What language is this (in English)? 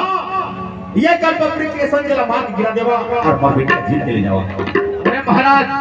Chhattisgarhi